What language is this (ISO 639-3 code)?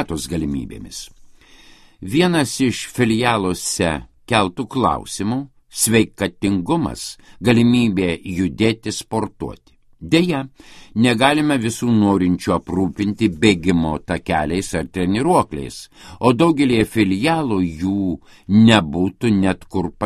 lit